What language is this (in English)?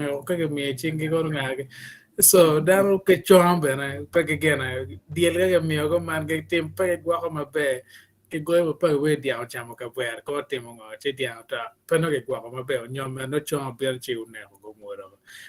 Acoli